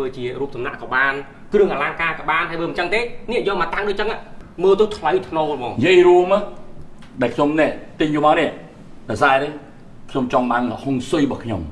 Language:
Khmer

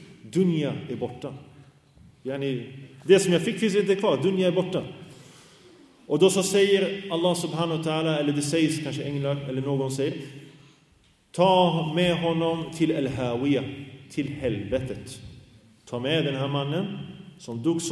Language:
Swedish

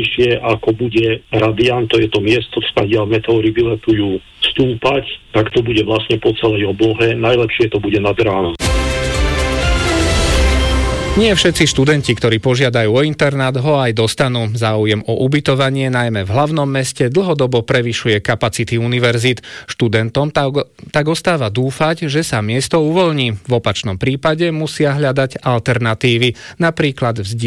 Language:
Slovak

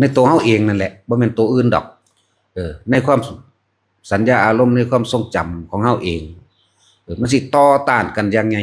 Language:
Northeastern Thai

